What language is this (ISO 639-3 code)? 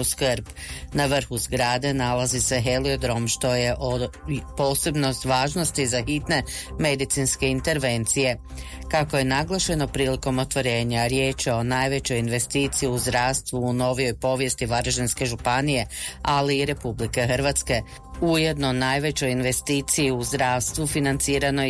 hrv